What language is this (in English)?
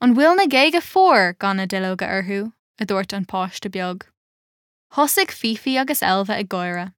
Irish